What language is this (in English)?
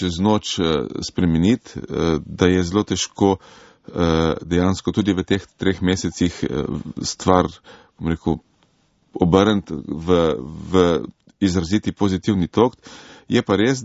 Slovenian